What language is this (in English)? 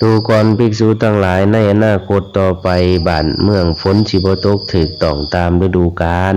Lao